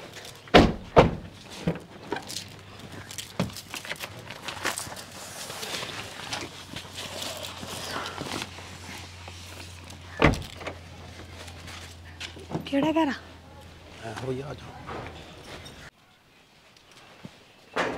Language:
Punjabi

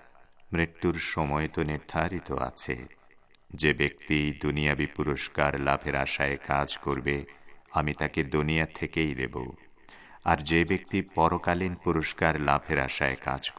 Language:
Bangla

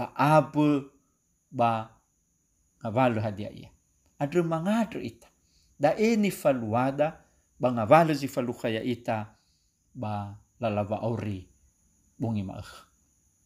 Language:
Nias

